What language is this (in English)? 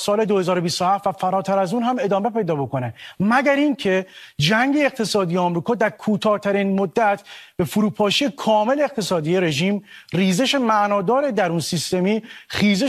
Persian